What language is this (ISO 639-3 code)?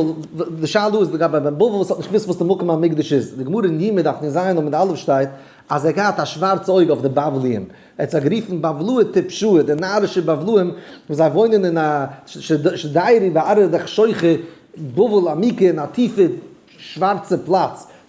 yid